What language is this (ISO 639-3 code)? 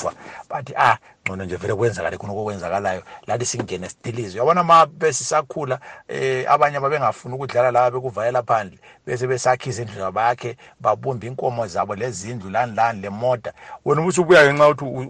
nde